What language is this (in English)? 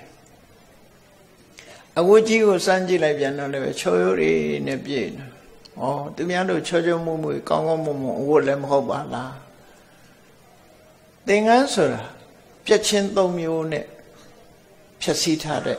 Burmese